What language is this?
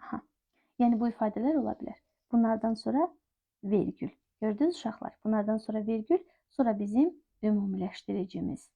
Azerbaijani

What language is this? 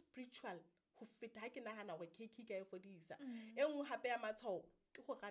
Southern Sotho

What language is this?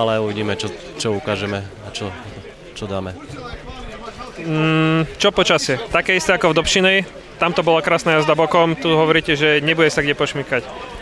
Slovak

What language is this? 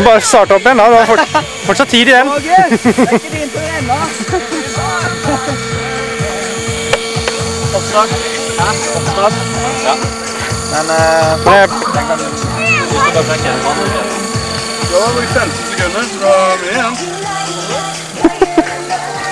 Norwegian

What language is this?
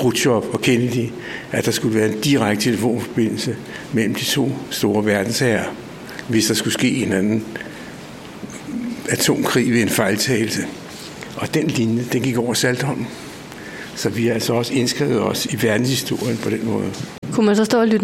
Danish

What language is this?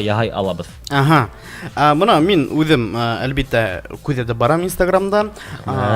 Bashkir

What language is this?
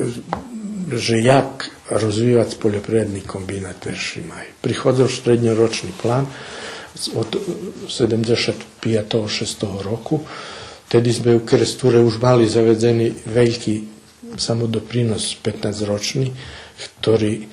Rusyn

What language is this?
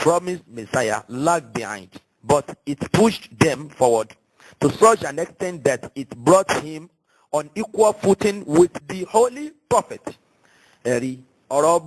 Yoruba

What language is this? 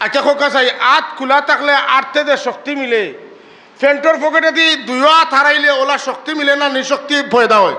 Sylheti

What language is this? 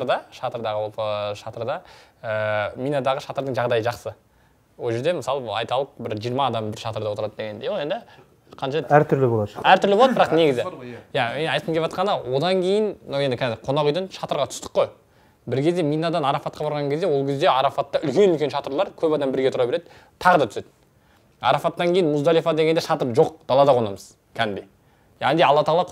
Kazakh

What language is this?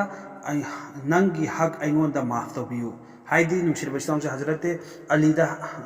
Manipuri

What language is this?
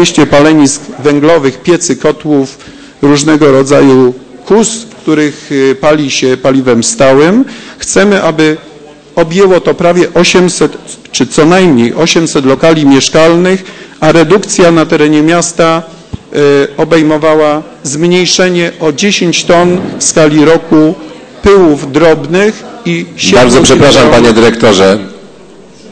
Polish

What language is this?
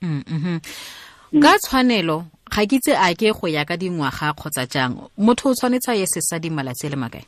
Tswana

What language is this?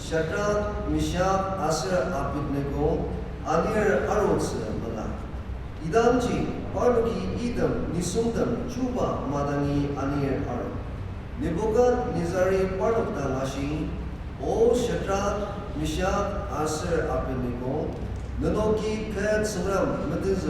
Ao Naga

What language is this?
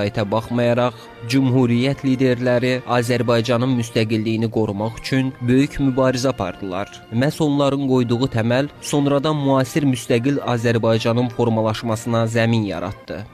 Azerbaijani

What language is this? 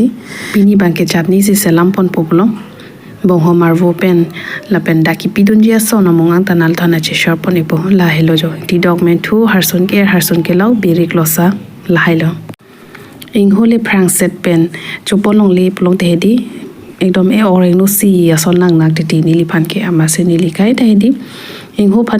Karbi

